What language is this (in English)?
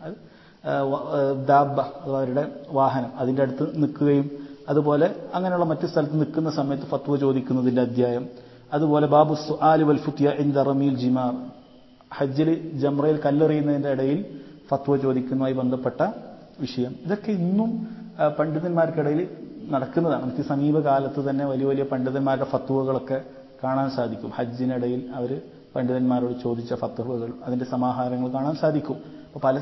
Malayalam